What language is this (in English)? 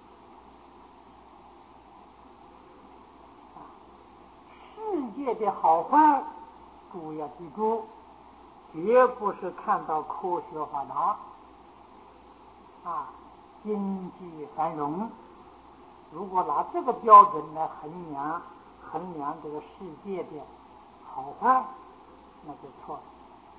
Chinese